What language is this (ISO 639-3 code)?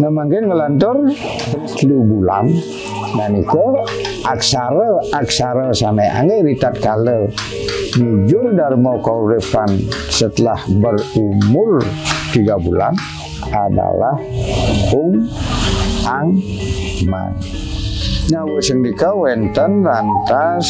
ban